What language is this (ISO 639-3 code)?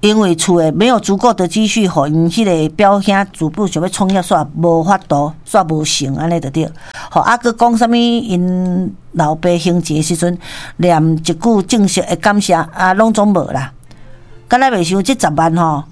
nan